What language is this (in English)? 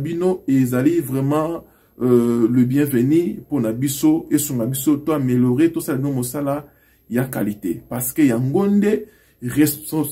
Lingala